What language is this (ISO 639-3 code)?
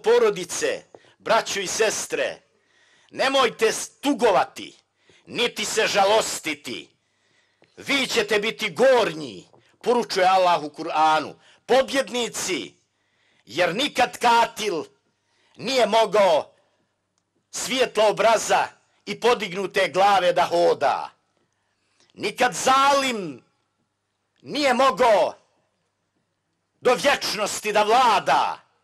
bos